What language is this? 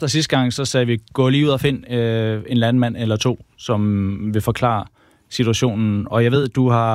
Danish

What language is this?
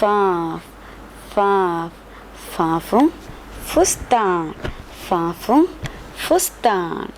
Divehi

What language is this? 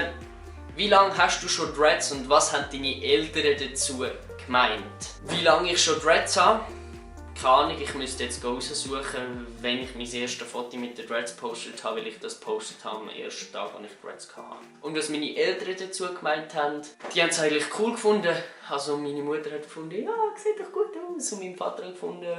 Swiss German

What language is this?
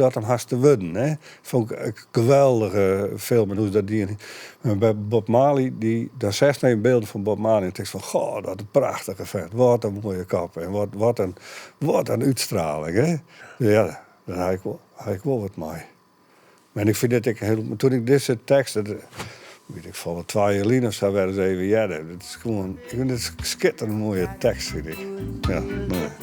Western Frisian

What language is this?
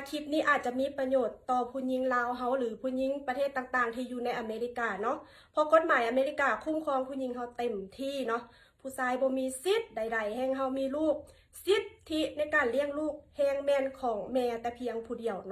Lao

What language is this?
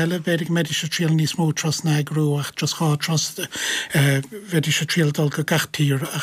Irish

